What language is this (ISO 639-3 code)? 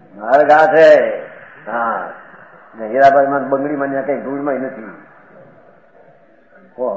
guj